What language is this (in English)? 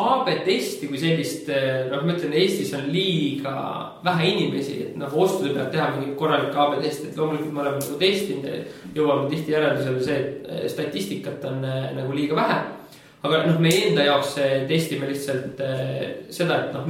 Estonian